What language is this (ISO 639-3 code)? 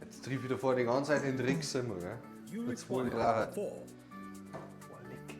bar